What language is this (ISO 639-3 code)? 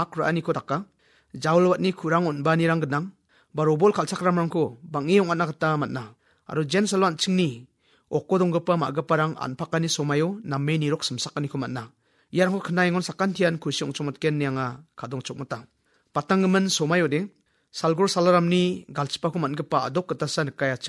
grt